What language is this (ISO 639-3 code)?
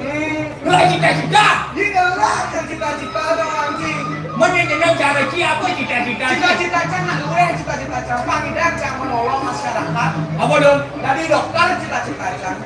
ban